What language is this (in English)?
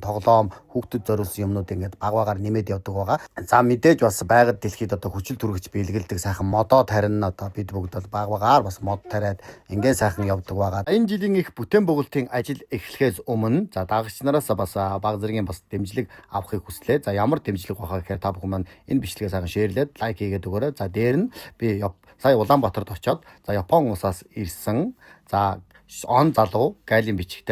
Mongolian